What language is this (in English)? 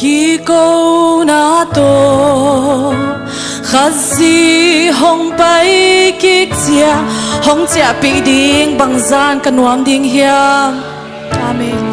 Tedim Chin